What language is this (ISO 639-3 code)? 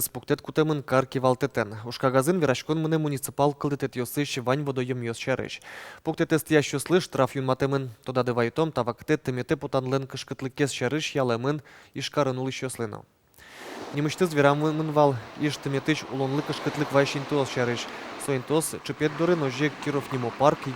udm